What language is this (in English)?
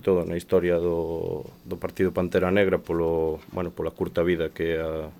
Galician